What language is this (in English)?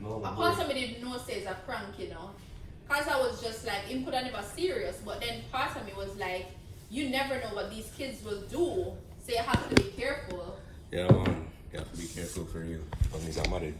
Jamaican Creole English